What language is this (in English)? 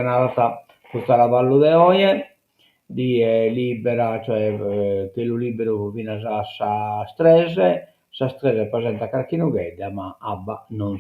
Sardinian